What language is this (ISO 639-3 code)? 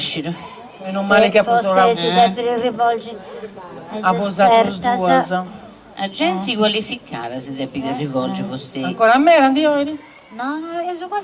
srd